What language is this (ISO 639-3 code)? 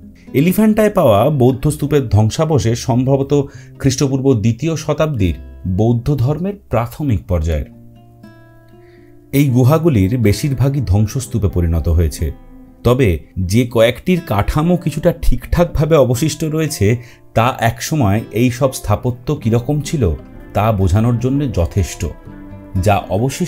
ben